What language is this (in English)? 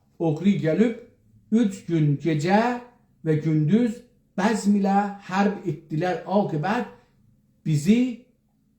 South Azerbaijani